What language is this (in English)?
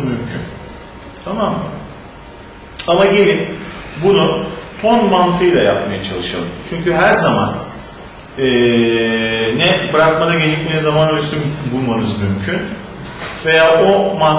Turkish